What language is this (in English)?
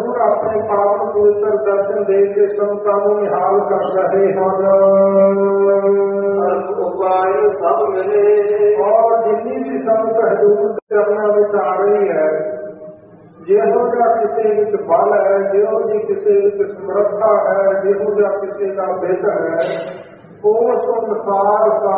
Punjabi